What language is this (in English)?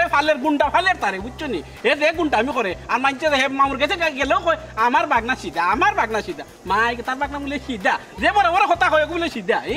Sylheti